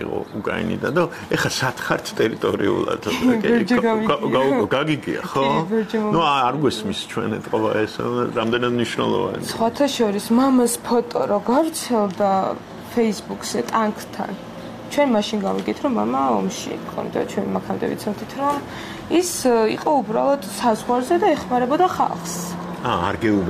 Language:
Georgian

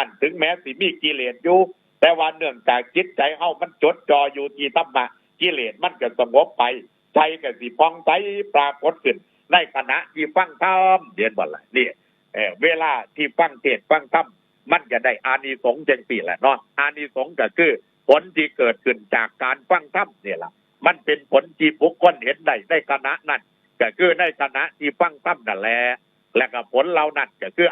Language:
Northeastern Thai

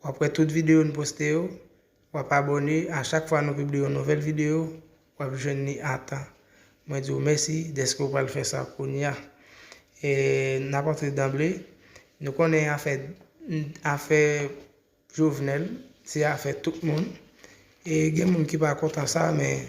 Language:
Haitian Creole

